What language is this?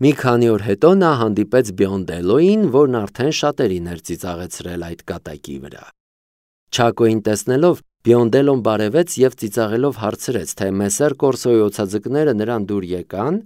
Armenian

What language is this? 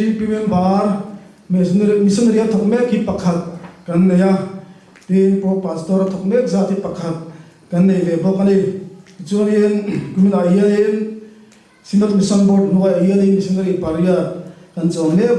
Mizo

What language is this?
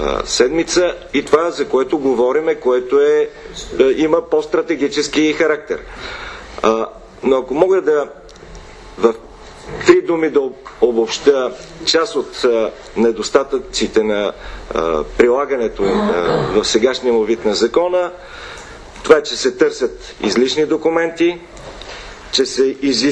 Bulgarian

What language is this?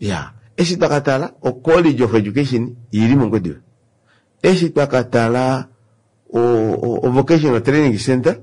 Kuanyama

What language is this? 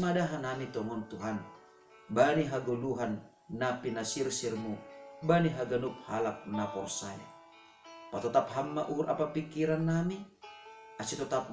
Batak Simalungun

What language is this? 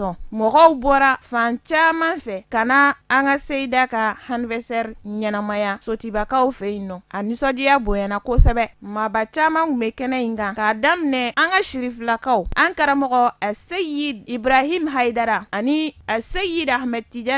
Bambara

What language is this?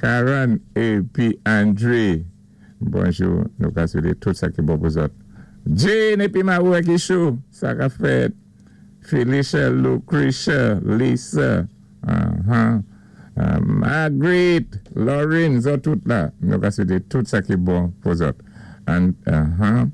Saint Lucian Creole French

